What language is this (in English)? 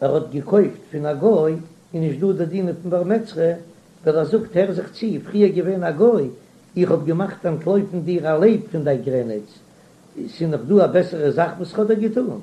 Yiddish